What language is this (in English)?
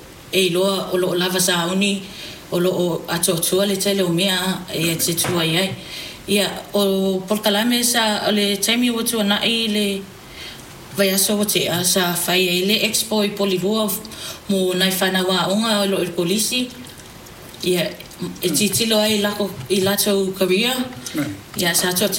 Samoan